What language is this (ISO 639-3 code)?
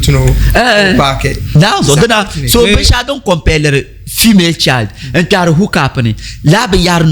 dag